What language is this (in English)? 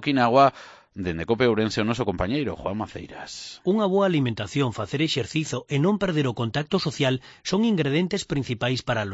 Galician